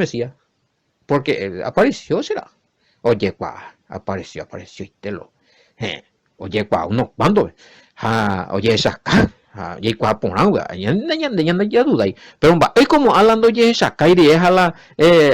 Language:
Guarani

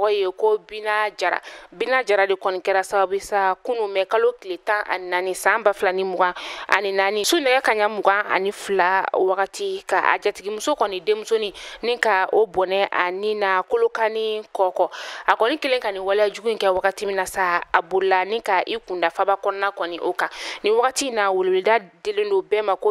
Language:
Bambara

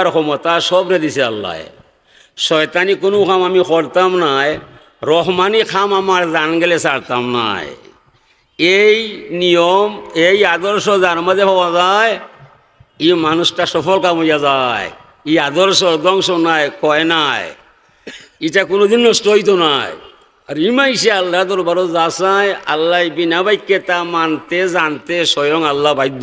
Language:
Sylheti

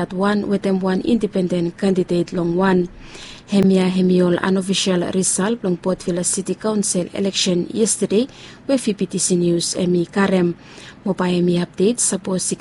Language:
Bislama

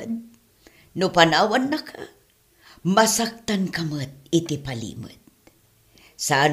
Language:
Iloko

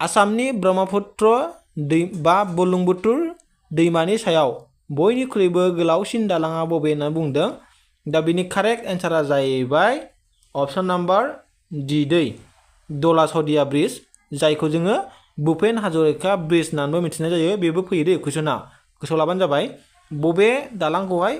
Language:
Bodo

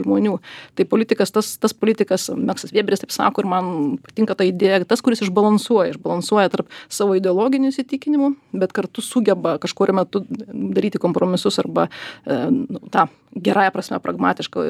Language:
Lithuanian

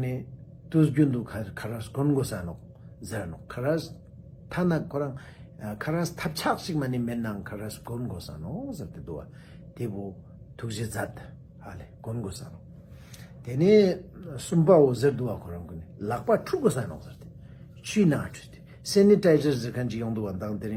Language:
Ladakhi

